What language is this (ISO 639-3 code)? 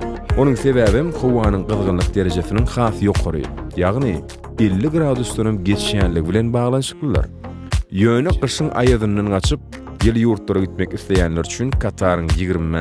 tuk